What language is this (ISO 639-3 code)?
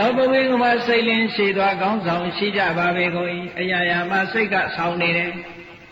mya